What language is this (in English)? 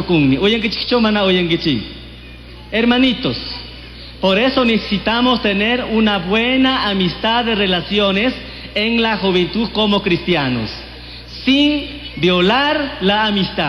Chimborazo Highland Quichua